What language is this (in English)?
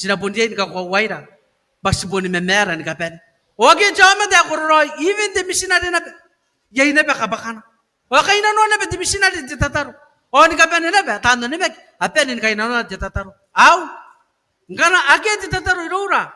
Gilbertese